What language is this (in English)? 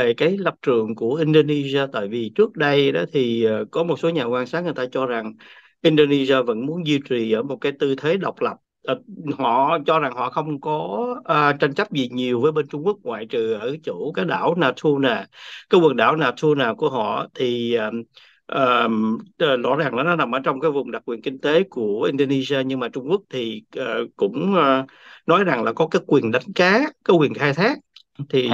Vietnamese